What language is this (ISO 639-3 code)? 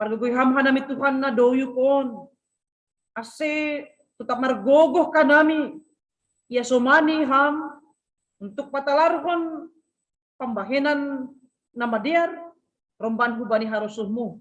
bts